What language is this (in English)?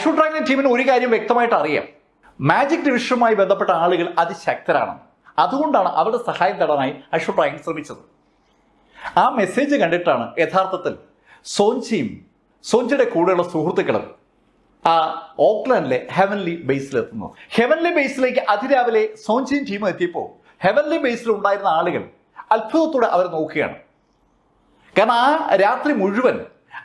Malayalam